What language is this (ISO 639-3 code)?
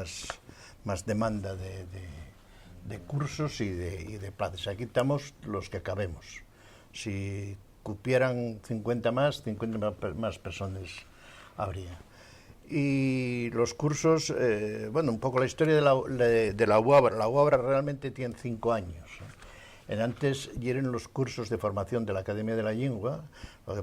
ast